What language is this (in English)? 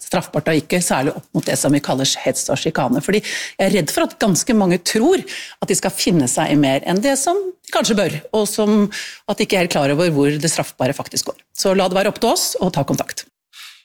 Norwegian